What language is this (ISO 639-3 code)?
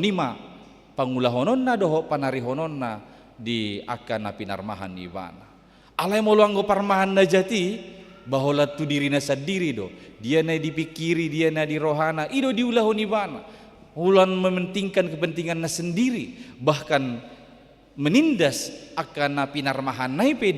bbc